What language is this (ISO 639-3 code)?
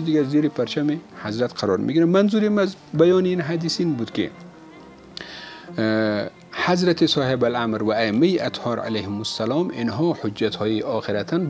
fas